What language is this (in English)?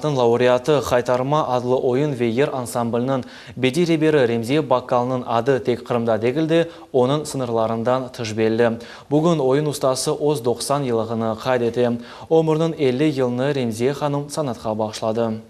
Crimean Tatar